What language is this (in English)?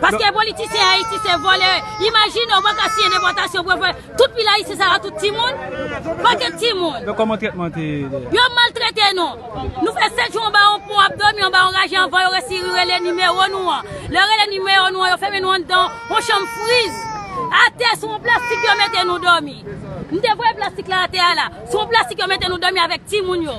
Haitian Creole